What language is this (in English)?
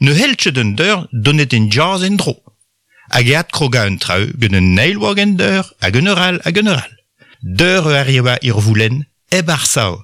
Breton